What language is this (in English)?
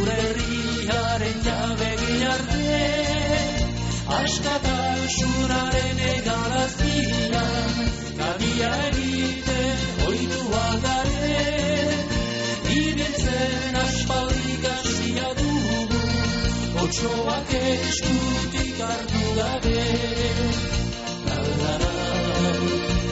Basque